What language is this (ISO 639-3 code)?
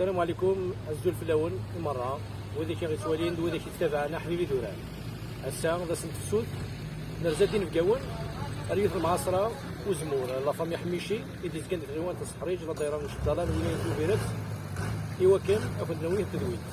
kab